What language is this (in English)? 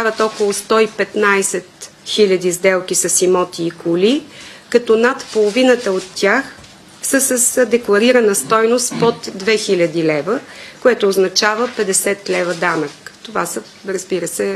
Bulgarian